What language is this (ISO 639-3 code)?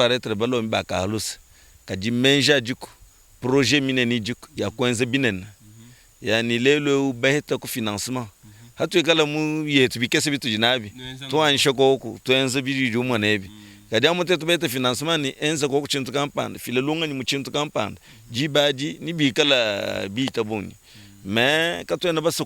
lua